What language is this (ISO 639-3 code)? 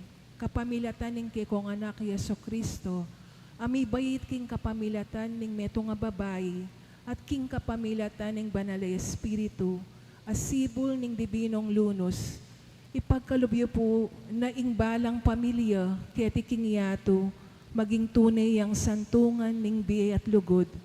pam